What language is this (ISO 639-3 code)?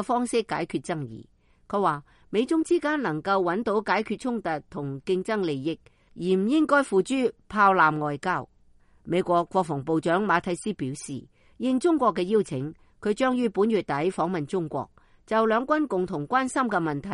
yue